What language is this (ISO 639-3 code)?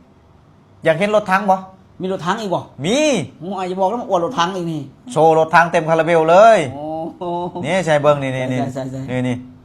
lao